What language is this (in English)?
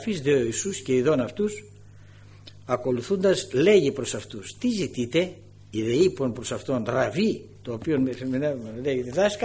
Greek